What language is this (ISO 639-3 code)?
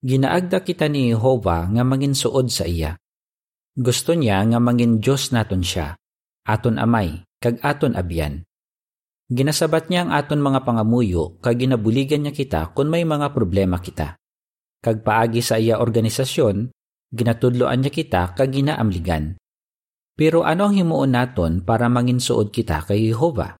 hil